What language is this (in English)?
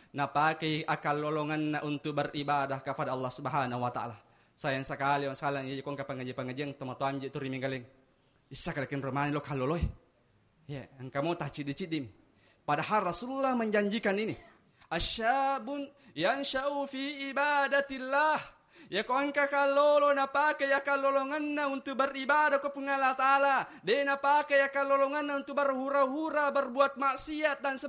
Buginese